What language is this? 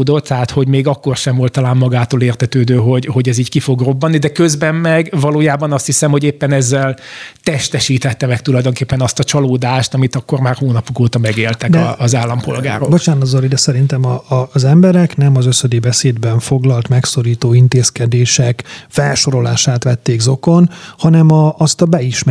Hungarian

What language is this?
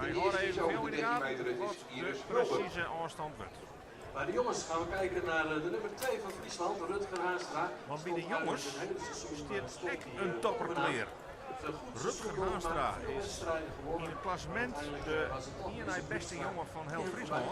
Western Frisian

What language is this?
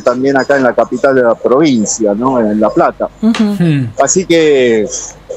Spanish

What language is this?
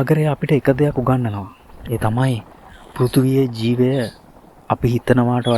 Sinhala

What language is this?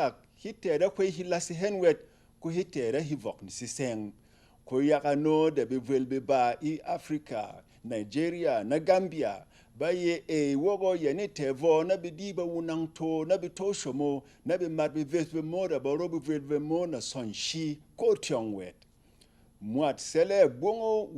Berom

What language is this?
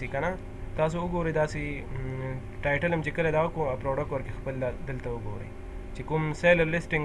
Pashto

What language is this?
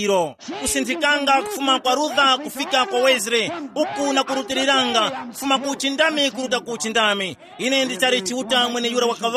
Tumbuka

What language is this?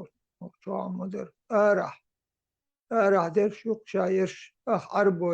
Chechen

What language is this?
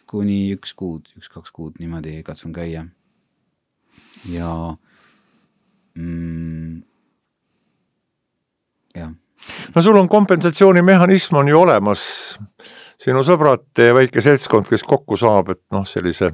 Estonian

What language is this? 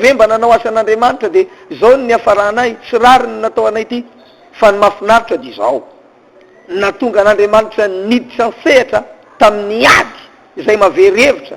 Malagasy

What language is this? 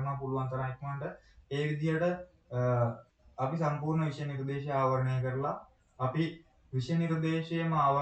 Sinhala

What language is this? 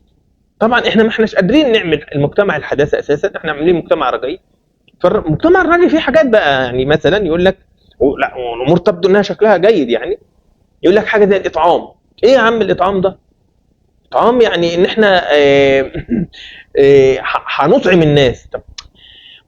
Egyptian Arabic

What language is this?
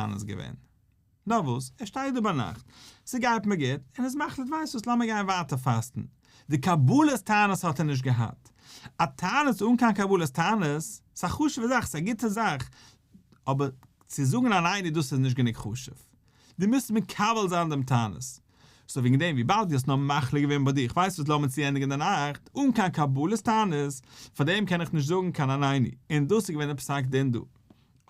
Yiddish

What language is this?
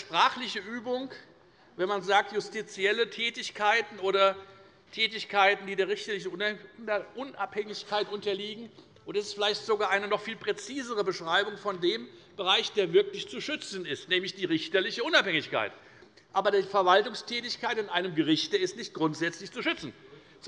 German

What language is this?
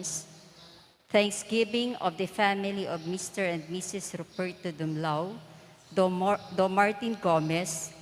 Pampanga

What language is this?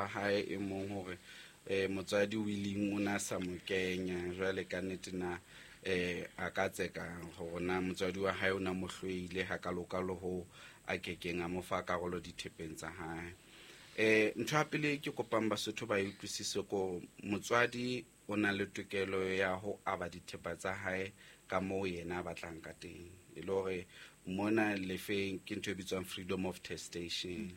Southern Sotho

